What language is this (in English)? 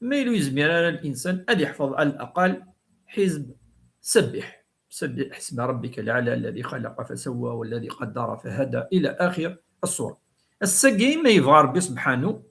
Kabyle